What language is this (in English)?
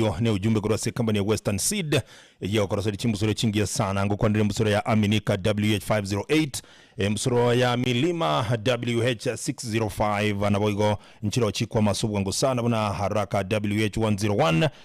Gusii